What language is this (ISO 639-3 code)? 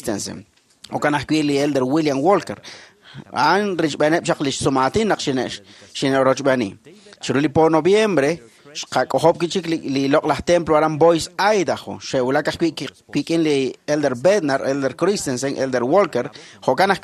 kek